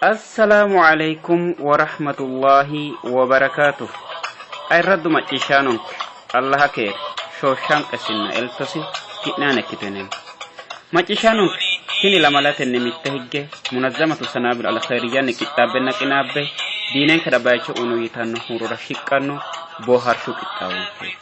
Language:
Sidamo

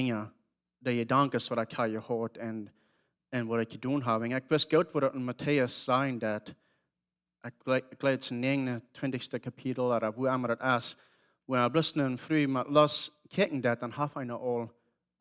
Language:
Plautdietsch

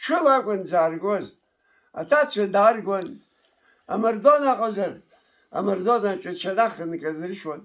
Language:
Abkhazian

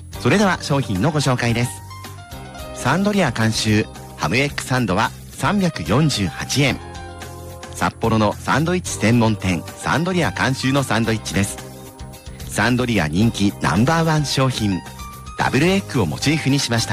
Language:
Japanese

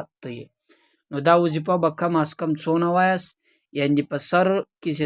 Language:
Pashto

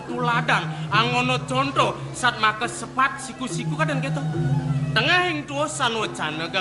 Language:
Balinese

